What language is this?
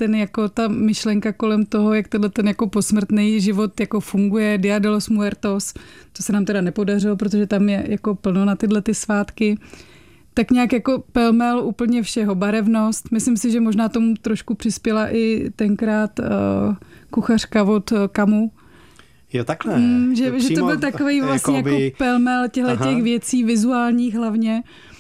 Czech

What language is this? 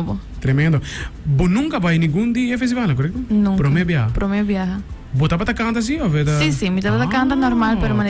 Papiamento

